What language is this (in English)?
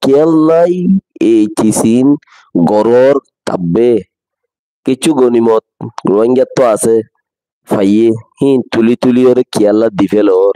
Rohingya